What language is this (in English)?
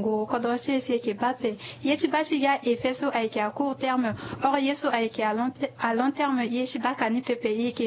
Sango